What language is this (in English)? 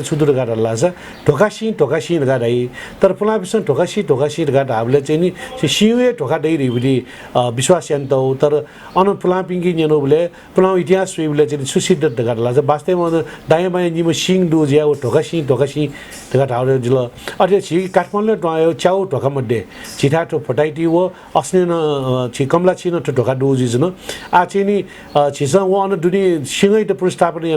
Newari